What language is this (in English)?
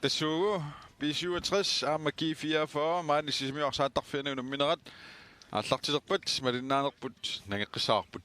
Kalaallisut